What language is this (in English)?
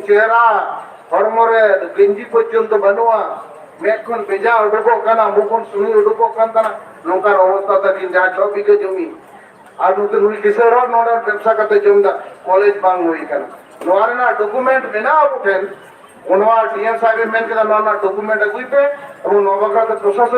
Santali